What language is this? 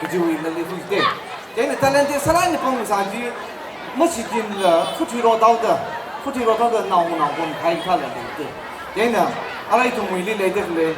Tangkhul Naga (India)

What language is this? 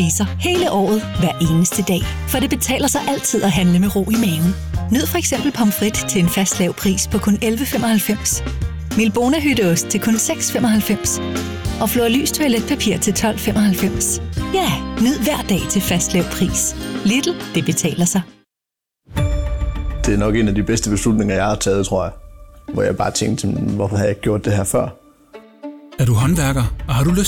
Danish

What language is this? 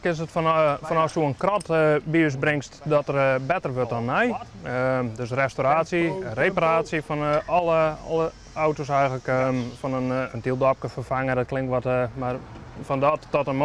Western Frisian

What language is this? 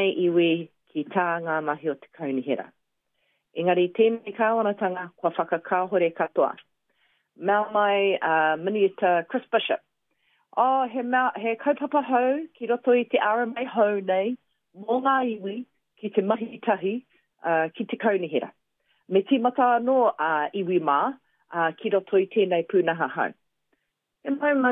Māori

